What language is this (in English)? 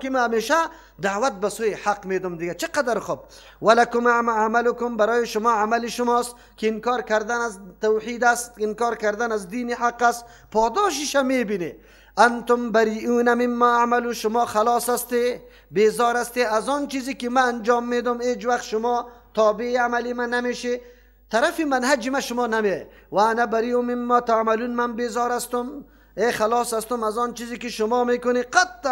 Persian